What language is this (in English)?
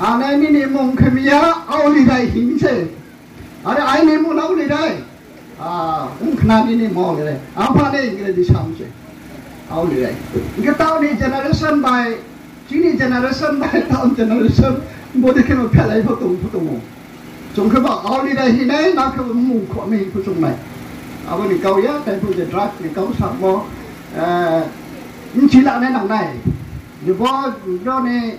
Riang (India)